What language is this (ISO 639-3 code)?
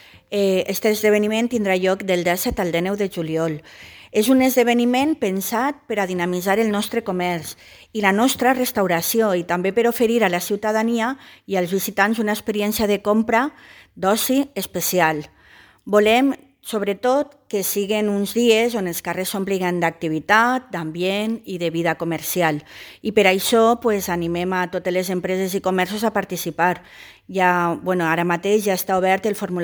cat